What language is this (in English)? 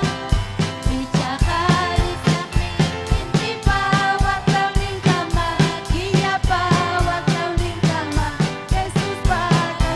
Ayacucho Quechua